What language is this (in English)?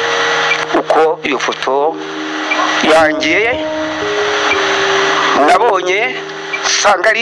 Kinyarwanda